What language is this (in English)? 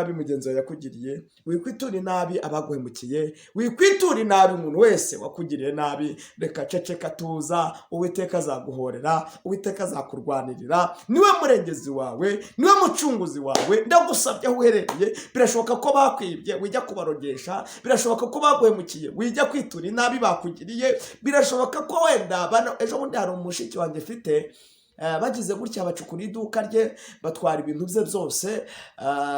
Kinyarwanda